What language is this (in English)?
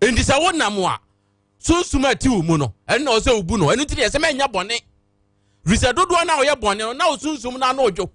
Akan